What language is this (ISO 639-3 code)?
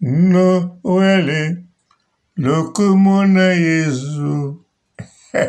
lin